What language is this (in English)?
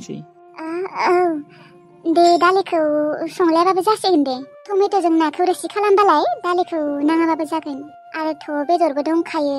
Bodo